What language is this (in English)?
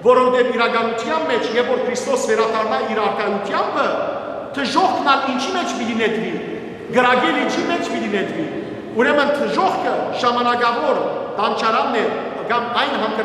Western Armenian